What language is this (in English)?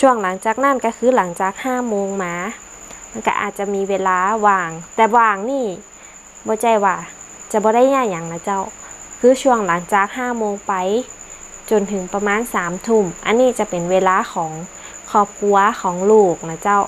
Northern Thai